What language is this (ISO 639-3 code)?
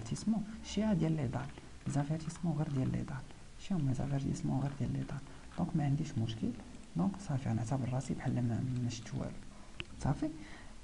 ary